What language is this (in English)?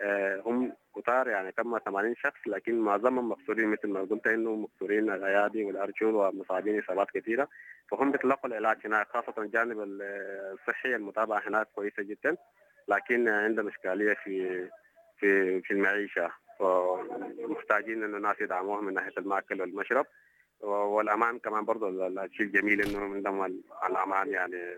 Sudanese Arabic